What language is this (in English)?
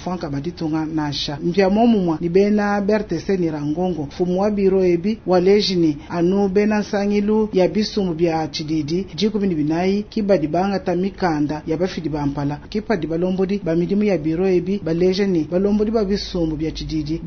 Luba-Lulua